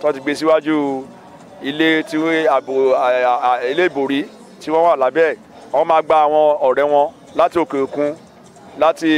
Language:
Yoruba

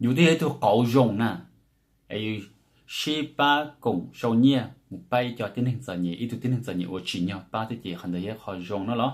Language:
Hmong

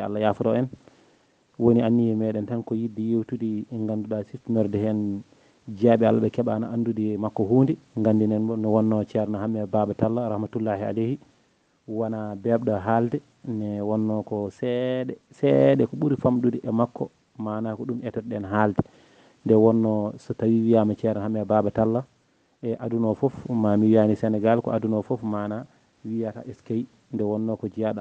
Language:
Fula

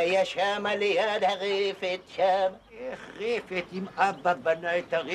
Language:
Hebrew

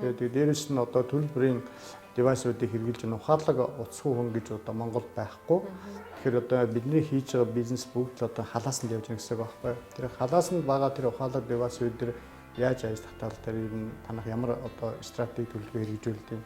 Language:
Mongolian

